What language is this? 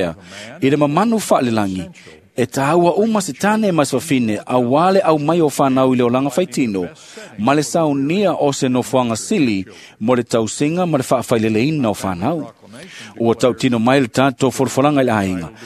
Samoan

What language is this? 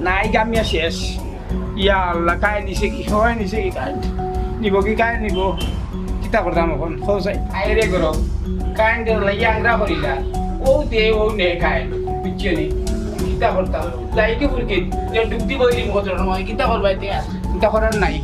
Sylheti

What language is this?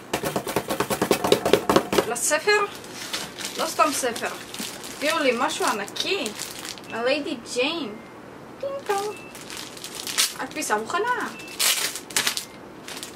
Hebrew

